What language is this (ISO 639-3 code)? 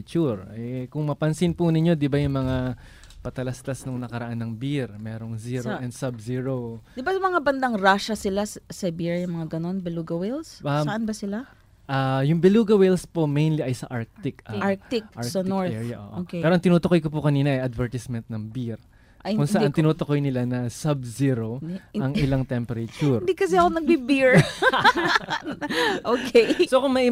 fil